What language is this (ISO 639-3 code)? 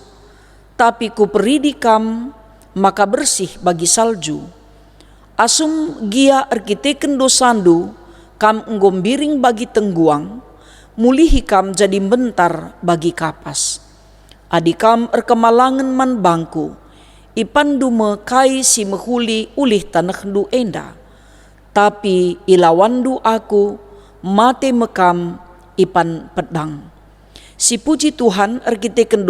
btx